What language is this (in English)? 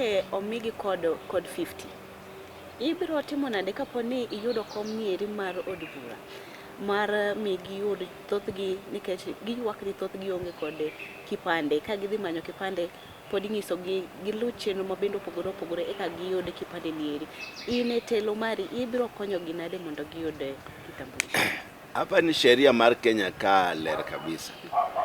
Luo (Kenya and Tanzania)